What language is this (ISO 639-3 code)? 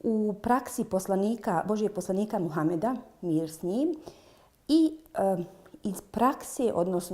bos